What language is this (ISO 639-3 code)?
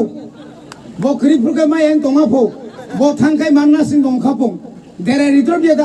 trp